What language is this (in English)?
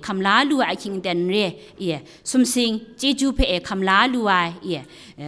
Kachin